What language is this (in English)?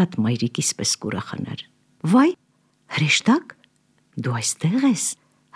Armenian